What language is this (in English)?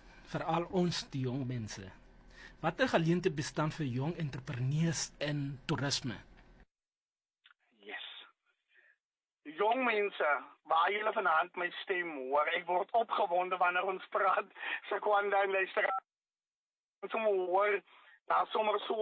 Afrikaans